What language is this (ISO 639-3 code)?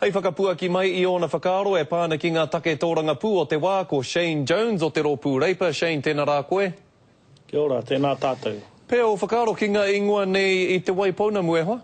mri